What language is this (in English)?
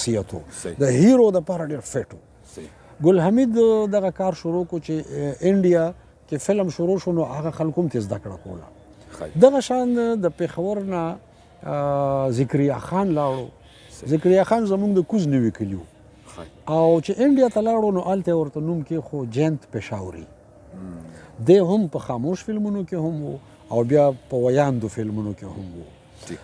Pashto